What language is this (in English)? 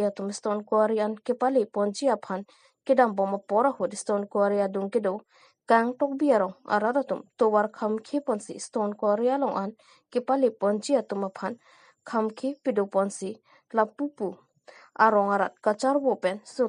Karbi